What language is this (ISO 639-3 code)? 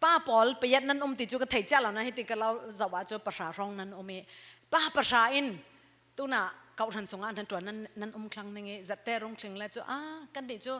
cfm